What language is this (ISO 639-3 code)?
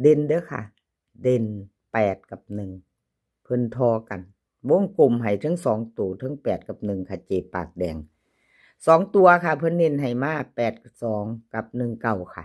tts